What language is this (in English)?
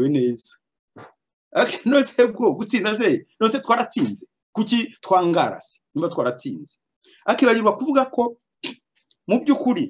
Kinyarwanda